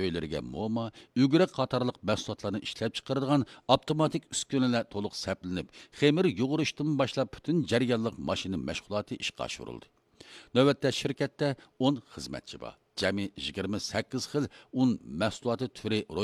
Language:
Uyghur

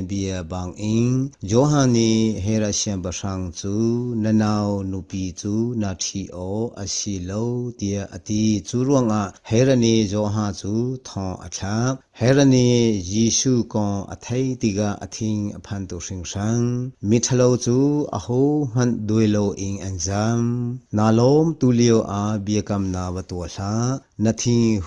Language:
Hakha Chin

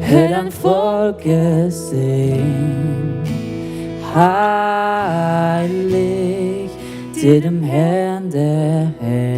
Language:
Swiss German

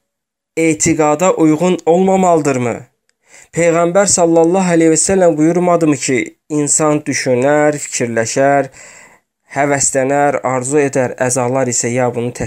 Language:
Azerbaijani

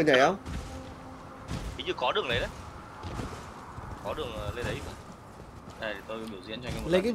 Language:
Vietnamese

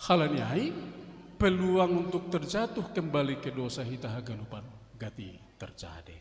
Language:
Batak Simalungun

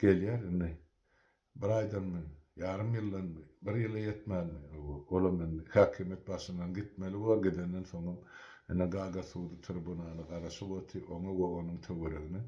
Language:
Turkmen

